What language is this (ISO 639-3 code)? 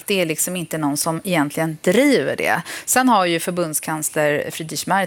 swe